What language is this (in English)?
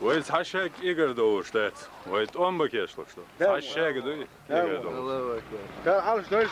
Chechen